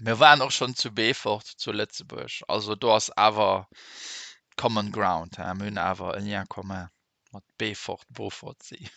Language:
Luxembourgish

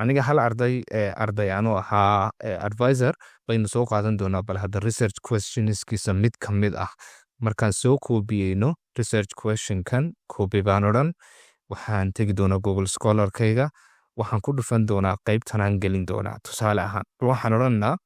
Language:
Somali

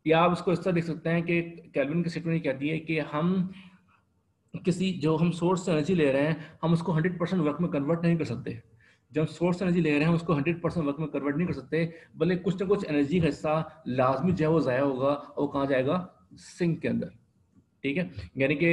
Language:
Hindi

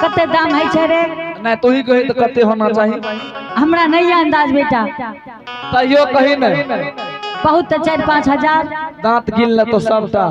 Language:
Angika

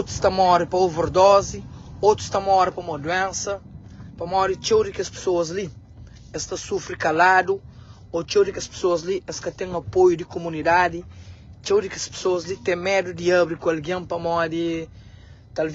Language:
Kabuverdianu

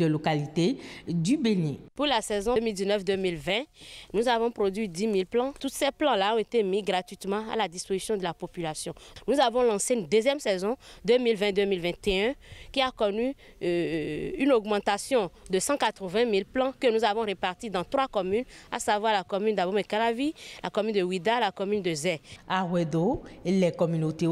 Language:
French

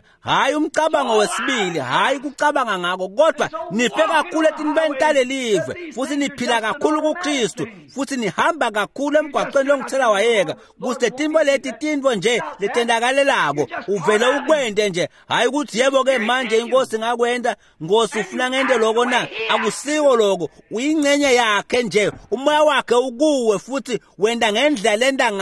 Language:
Swati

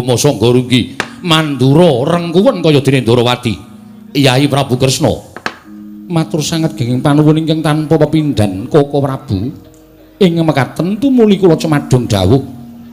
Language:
Javanese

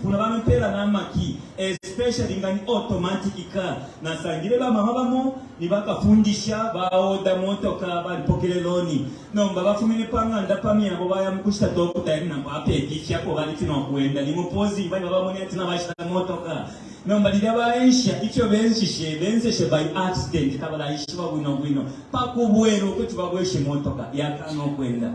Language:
Bemba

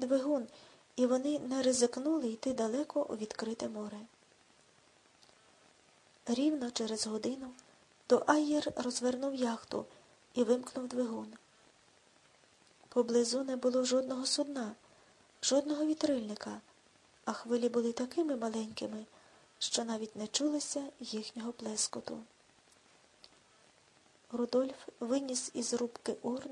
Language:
Ukrainian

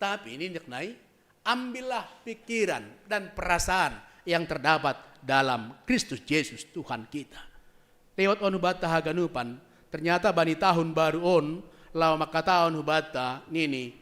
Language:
Batak Simalungun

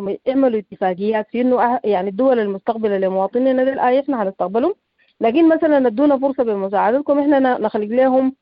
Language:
Sudanese Arabic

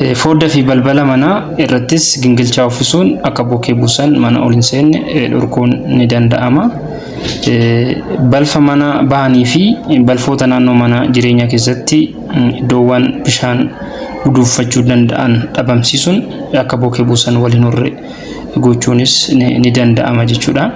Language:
Oromo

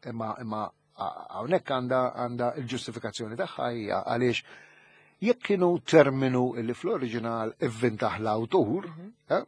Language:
Maltese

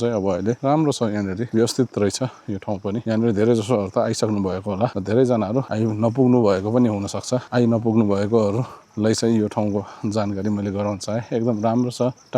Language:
Nepali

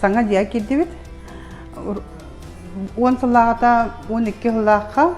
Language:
Yakut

